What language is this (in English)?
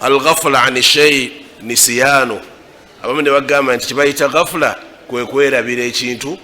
Ganda